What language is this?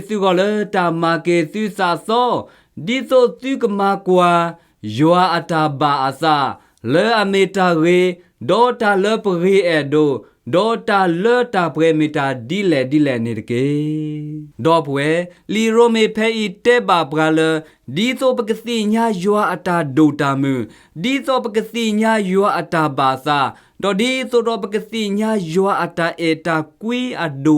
S'gaw Karen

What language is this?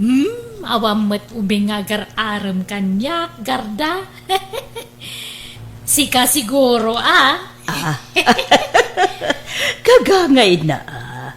Iloko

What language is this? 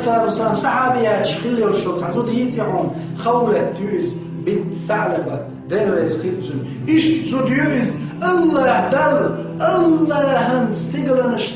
Chechen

